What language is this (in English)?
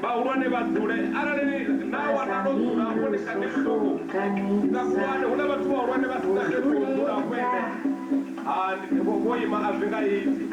Venda